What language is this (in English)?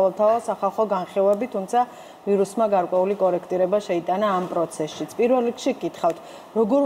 Georgian